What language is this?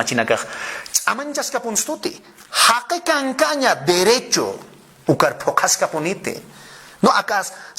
Aymara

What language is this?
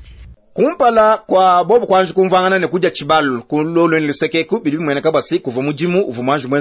Luba-Lulua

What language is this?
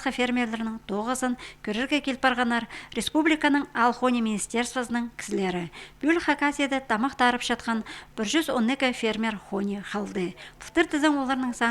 Khakas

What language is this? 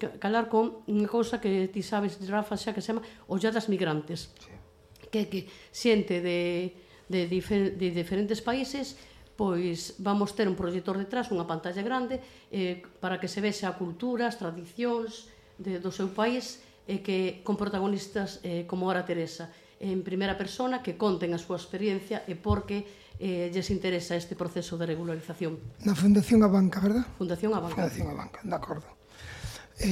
Galician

